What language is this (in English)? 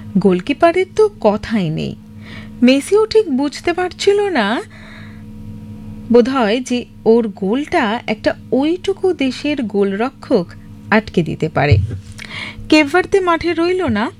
Bangla